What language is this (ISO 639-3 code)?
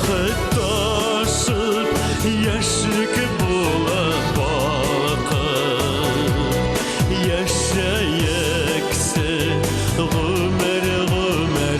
bak